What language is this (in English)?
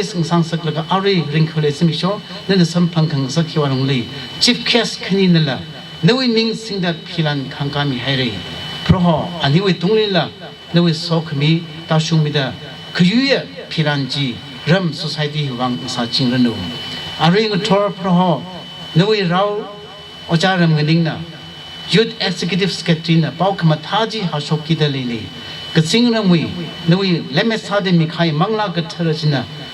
Tangkhul Naga (India)